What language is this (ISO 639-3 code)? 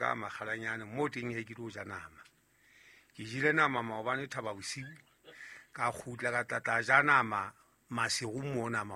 sot